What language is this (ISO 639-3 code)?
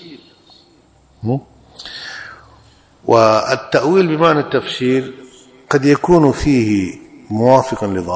ara